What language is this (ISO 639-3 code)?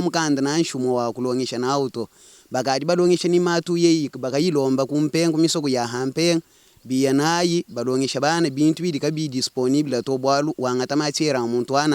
lua